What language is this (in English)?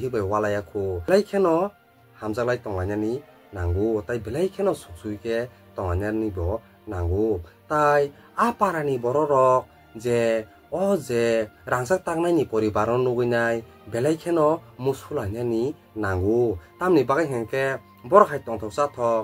Kok Borok